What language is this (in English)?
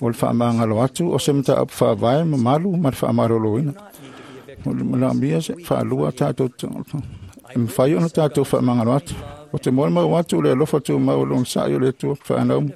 Samoan